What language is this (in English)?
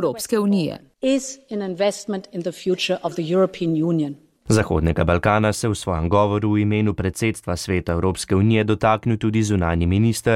Slovenian